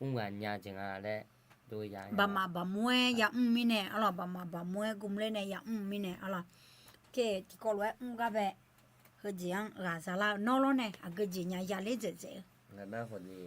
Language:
Akha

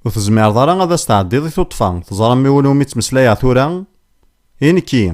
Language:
Kabyle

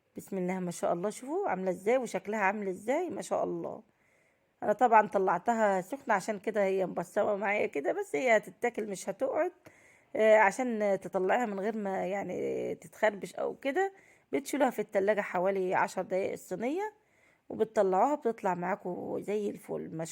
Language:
Egyptian Arabic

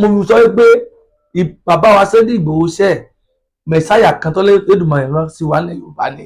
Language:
Yoruba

